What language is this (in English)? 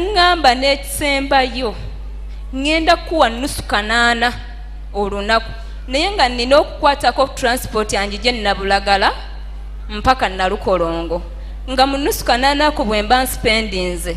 Ganda